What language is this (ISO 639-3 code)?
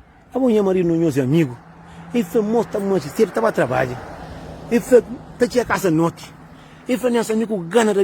kea